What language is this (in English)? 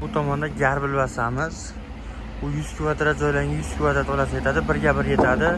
Uzbek